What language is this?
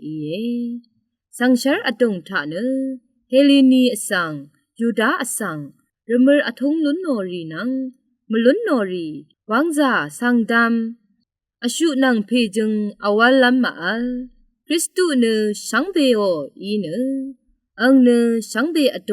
Rawang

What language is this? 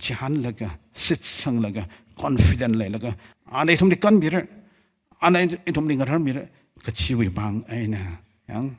Tangkhul Naga (India)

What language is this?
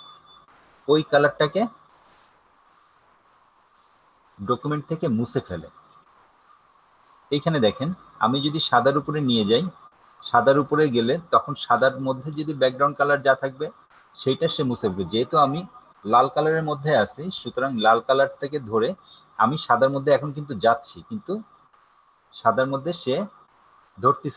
Bangla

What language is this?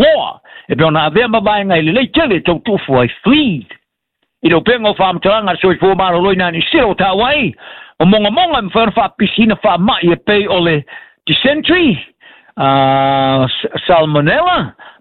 Samoan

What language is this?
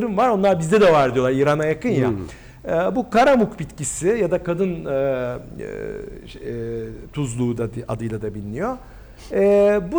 Turkish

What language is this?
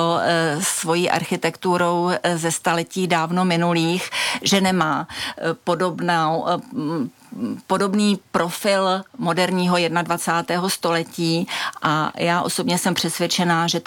Czech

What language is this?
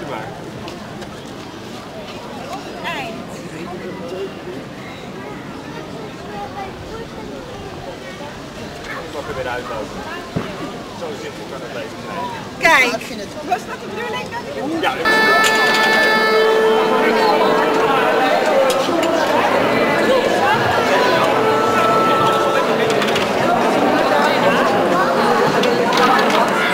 Dutch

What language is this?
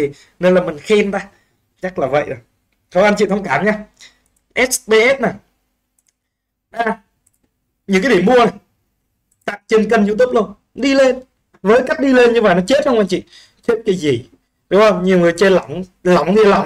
Vietnamese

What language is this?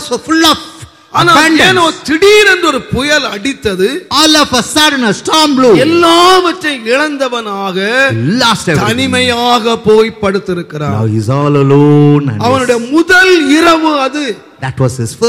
Tamil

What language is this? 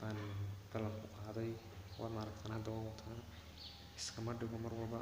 Somali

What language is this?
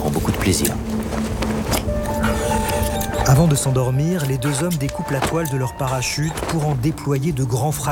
French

